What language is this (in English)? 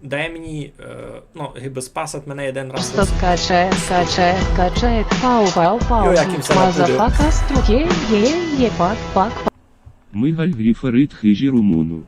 Rusyn